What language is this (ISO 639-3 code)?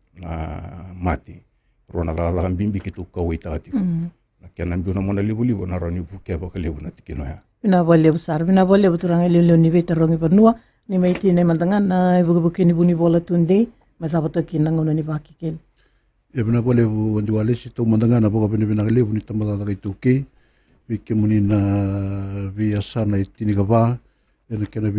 fij